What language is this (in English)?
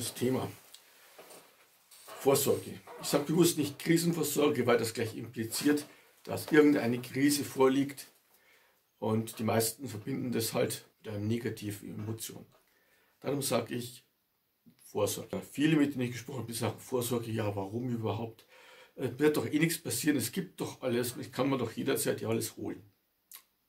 German